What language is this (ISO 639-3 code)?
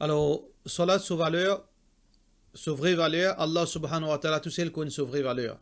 mfe